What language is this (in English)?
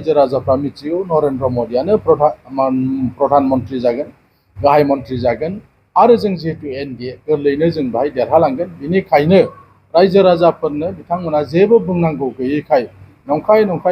Bodo